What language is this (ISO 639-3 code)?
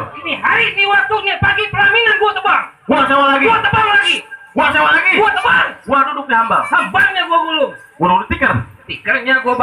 bew